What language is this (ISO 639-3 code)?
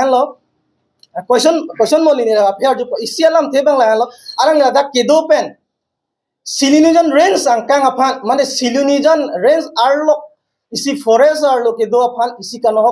mjw